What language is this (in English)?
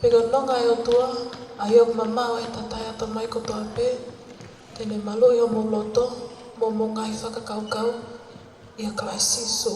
Tongan